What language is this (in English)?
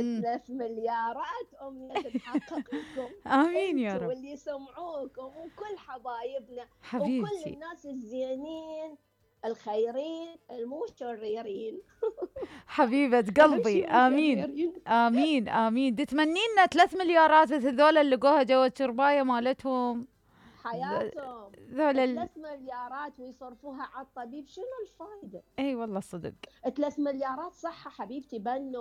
Mesopotamian Arabic